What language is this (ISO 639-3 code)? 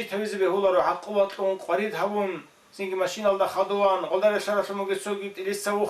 ava